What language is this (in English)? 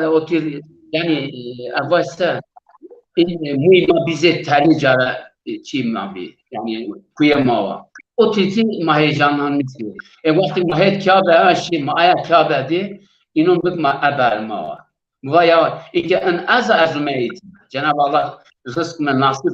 Zaza